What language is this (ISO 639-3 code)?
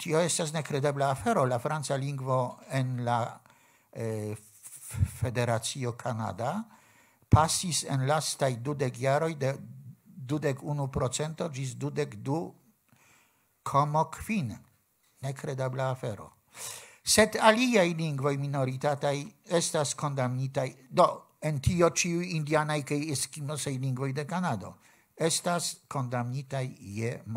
epo